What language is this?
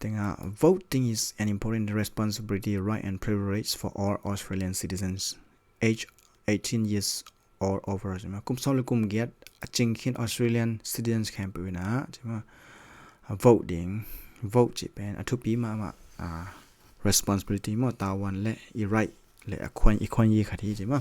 Tedim Chin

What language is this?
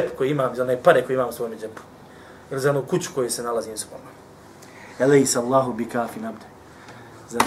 Bosnian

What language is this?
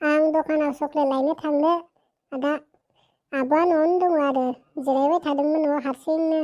Bodo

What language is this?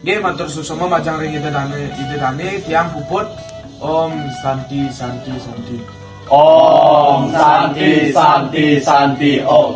Balinese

